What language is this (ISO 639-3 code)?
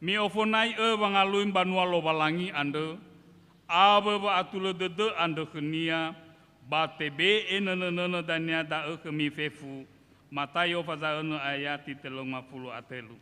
nia